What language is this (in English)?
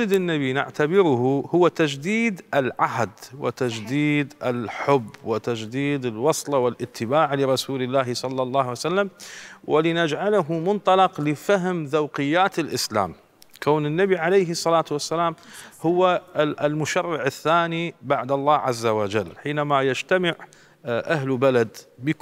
Mesopotamian Arabic